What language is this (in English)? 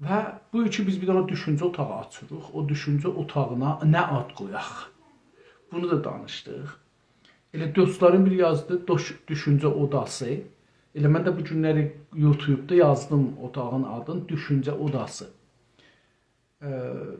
South Azerbaijani